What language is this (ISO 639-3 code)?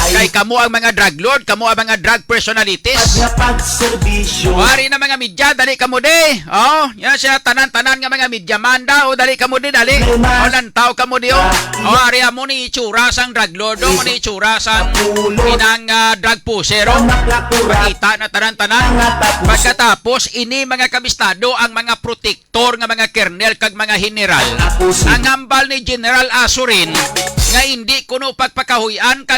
hil